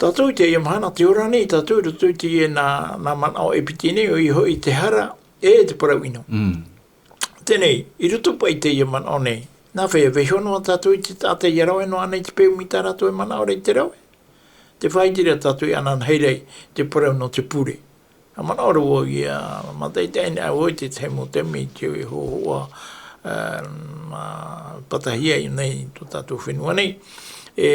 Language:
Tahitian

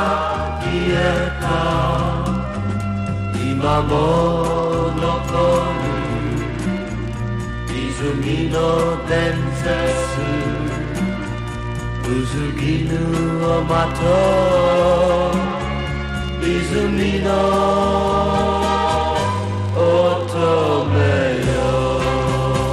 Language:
Japanese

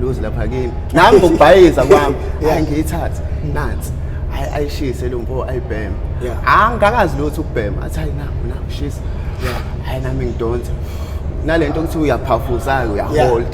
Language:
Zulu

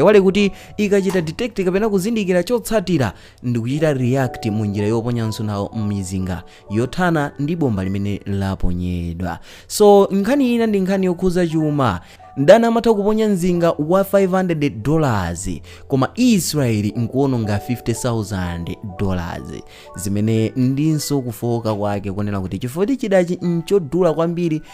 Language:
Nyanja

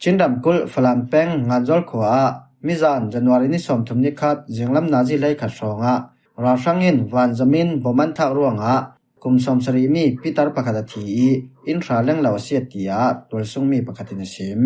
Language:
Falam Chin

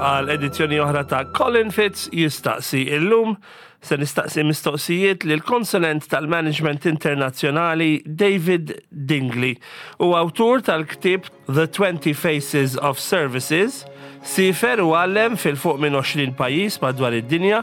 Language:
Maltese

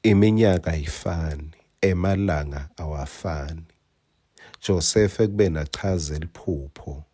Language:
Swati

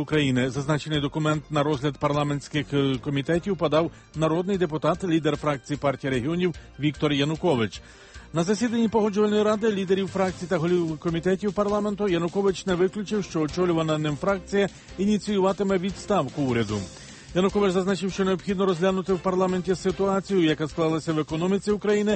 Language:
Ukrainian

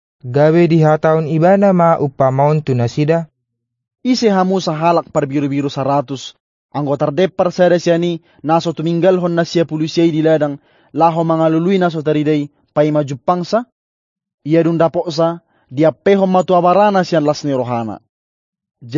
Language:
Batak Toba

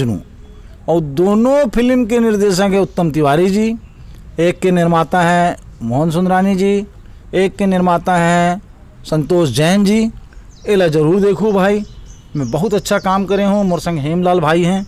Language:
Chhattisgarhi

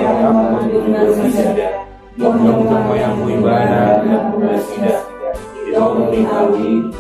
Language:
Batak Toba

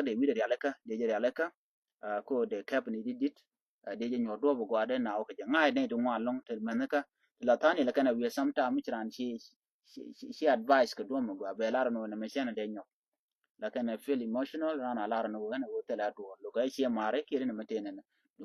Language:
Nuer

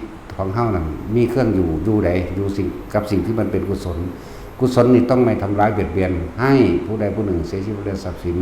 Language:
Northeastern Thai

